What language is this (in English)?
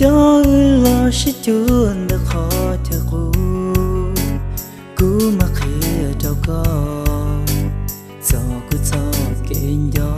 Hmong